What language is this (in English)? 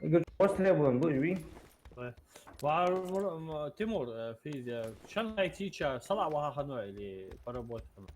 Ingush